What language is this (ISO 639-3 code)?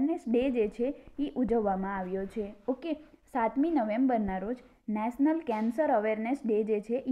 guj